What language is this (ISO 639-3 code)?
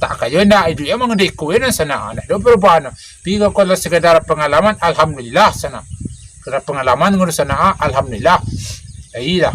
min